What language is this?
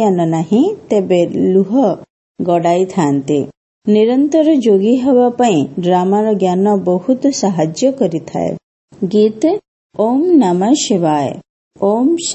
Odia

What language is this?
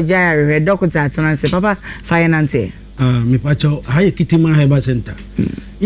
Akan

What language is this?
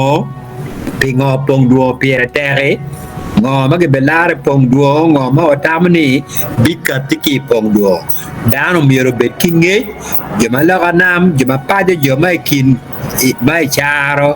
Acoli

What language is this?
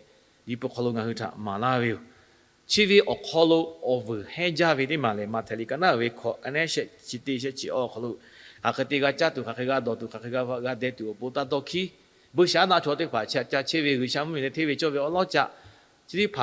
Lahu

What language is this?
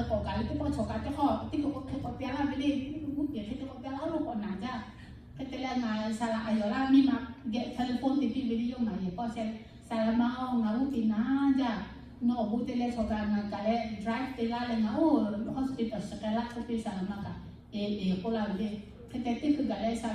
Lahu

